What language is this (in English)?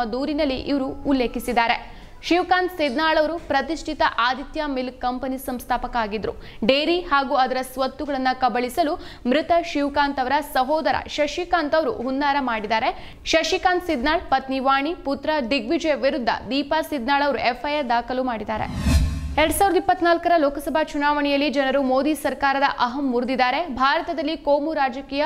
Kannada